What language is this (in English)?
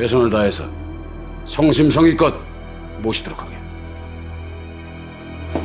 Korean